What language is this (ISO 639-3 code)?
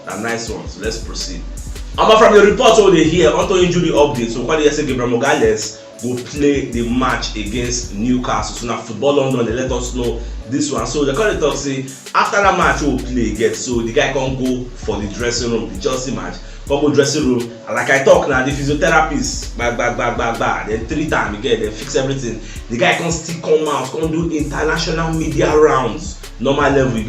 pcm